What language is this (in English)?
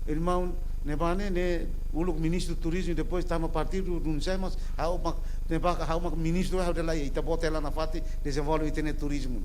Tetum